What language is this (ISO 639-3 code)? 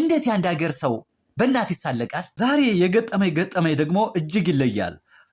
amh